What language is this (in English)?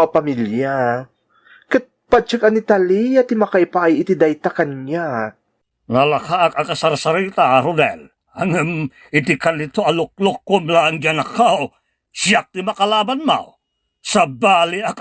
Iloko